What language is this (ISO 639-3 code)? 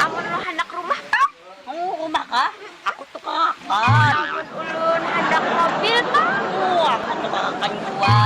bjn